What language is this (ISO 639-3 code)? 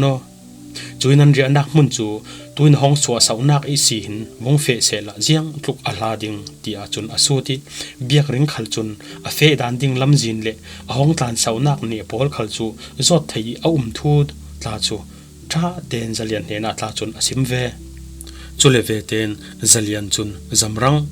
cfm